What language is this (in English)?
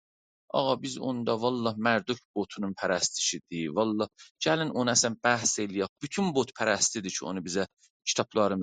South Azerbaijani